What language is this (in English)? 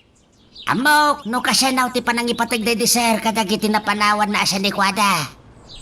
Iloko